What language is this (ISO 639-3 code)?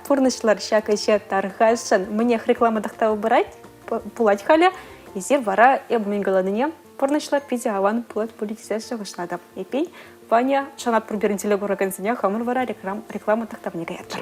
chv